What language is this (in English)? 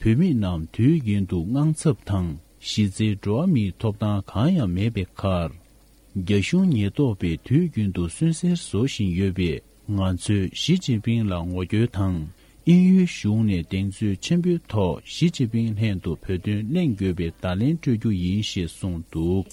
Tibetan